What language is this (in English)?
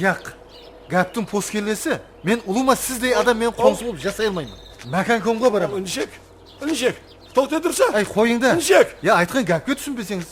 Kara-Kalpak